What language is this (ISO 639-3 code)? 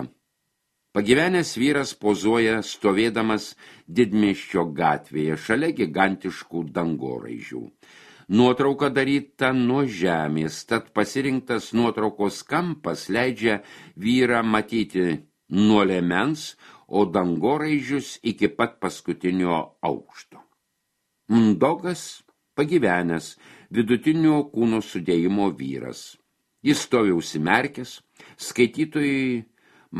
lit